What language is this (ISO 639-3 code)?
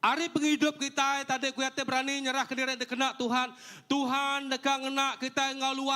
iba